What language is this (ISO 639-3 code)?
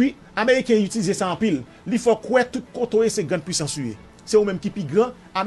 hat